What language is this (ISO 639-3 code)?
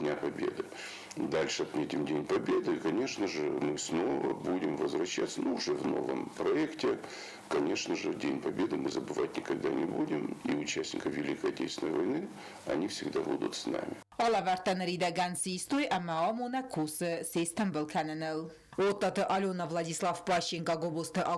oss